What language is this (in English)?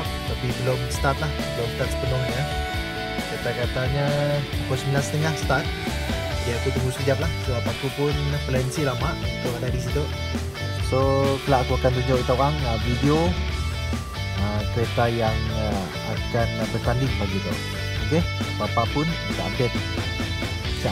Malay